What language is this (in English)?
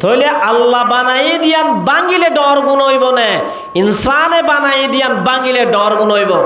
Rohingya